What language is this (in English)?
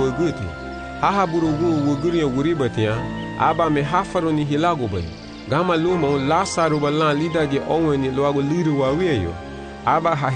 Garifuna